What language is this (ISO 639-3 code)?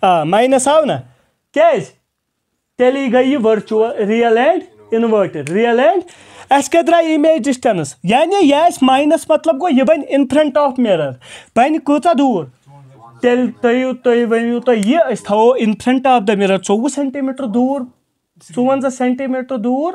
kas